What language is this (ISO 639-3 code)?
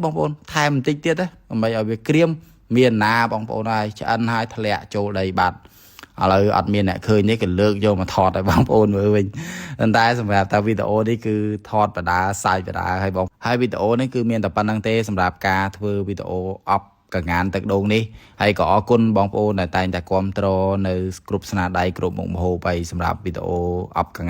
khm